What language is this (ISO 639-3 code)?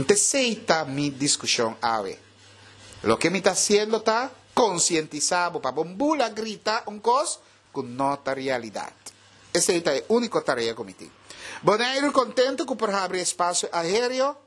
pap